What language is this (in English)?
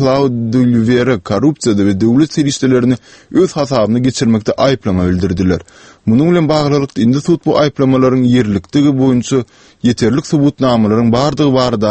Turkmen